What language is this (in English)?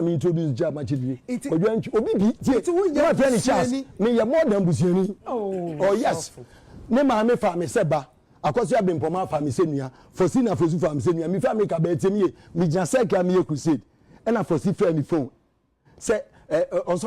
Akan